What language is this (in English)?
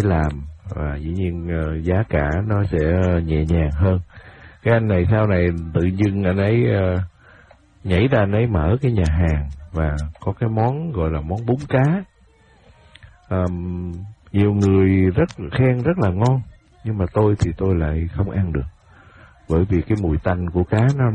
Vietnamese